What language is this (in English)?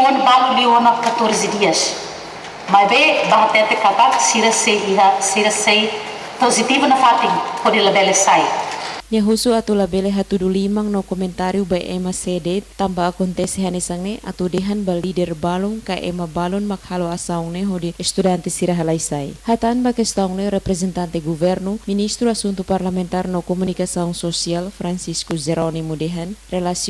Tetum